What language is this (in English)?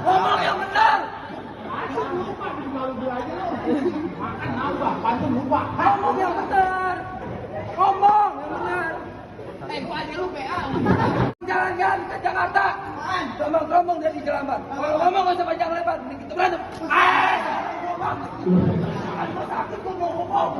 Betawi